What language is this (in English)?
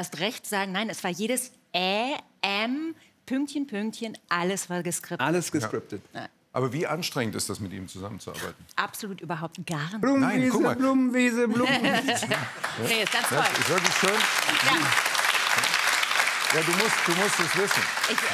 German